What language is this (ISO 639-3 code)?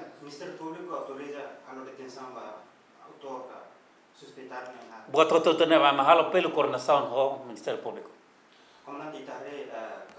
tet